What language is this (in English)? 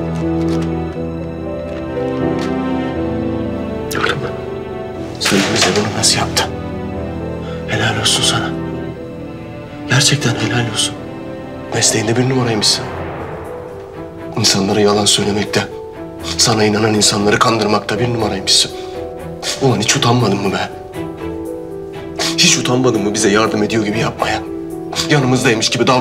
Turkish